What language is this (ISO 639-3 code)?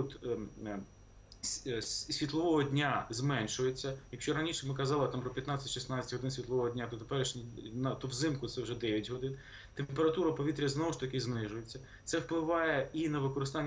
ukr